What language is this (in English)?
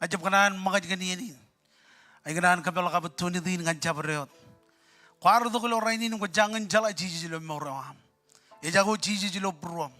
Marshallese